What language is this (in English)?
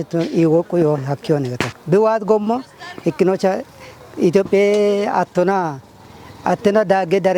Kafa